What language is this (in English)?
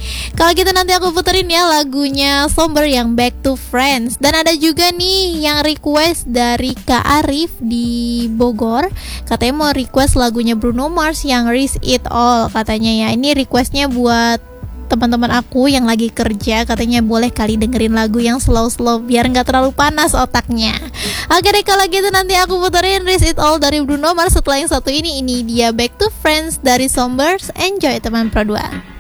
Indonesian